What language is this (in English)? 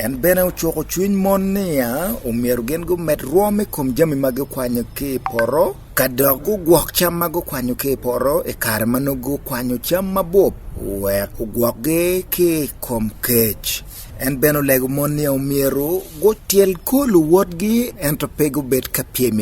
Acoli